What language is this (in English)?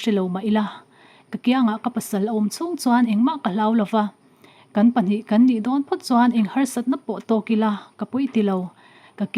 Mizo